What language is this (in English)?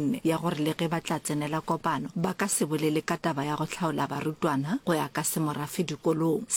Northern Sotho